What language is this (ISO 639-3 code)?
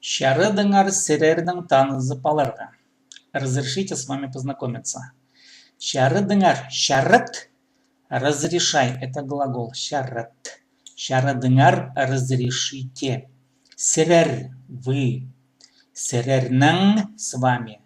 kjh